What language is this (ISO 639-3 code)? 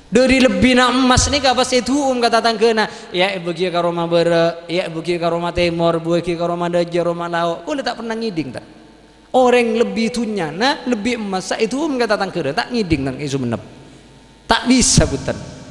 mad